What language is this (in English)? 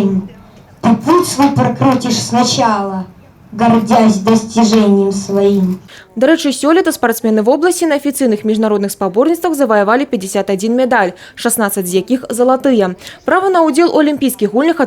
Belarusian